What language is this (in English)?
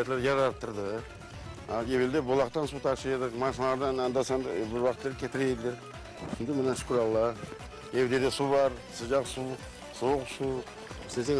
Crimean Tatar